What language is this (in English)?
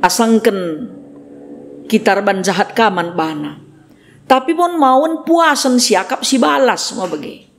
Batak Karo